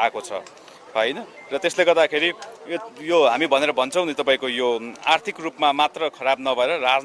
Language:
Nepali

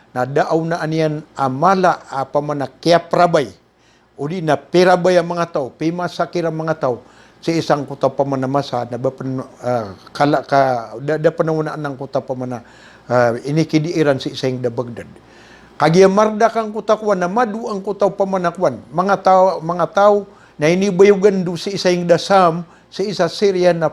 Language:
Maranao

